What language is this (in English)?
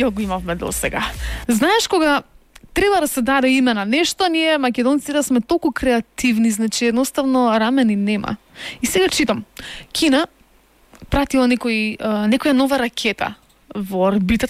Macedonian